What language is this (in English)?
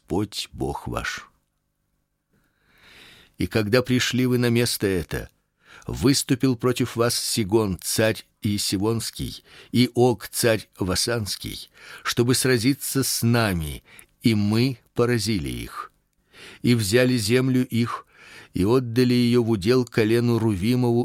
Russian